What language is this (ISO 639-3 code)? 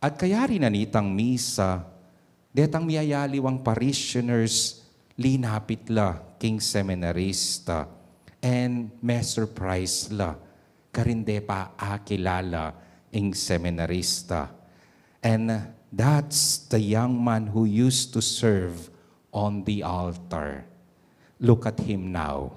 pam